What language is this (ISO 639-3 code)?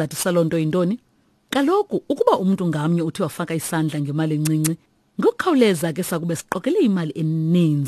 xho